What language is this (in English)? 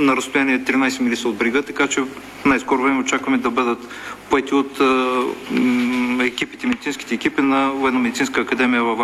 Bulgarian